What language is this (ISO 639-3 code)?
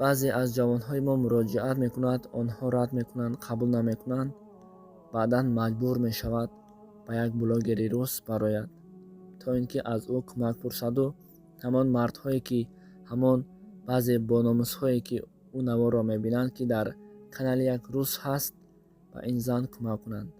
tgk